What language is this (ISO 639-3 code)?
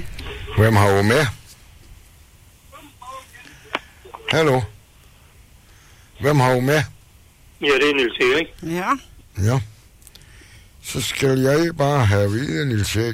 dan